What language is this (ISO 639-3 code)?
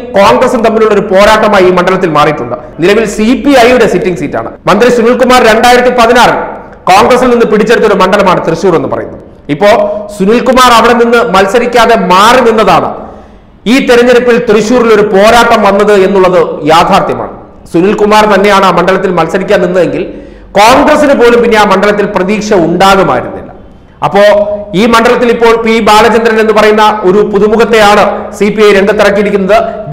mal